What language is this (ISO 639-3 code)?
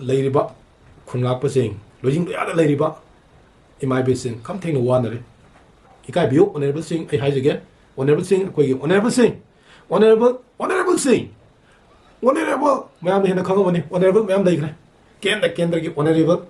mni